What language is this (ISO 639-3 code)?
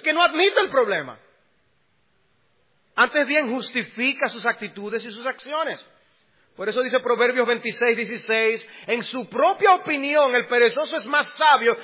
spa